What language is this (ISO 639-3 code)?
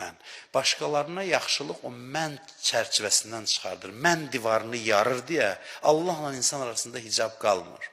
aze